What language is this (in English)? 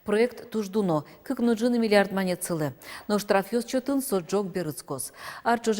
Udmurt